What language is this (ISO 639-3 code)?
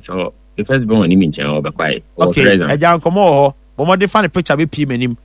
aka